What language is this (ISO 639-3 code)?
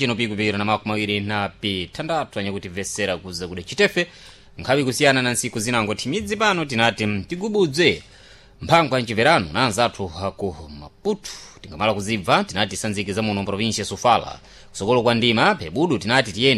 seh